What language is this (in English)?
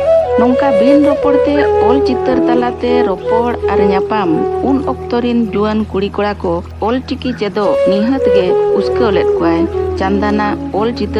Santali